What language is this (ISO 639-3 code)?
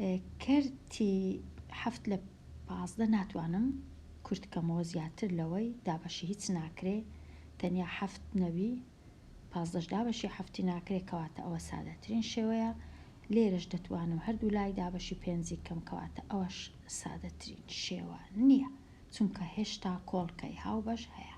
ckb